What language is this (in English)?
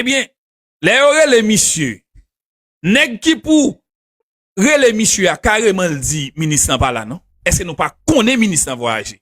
Haitian Creole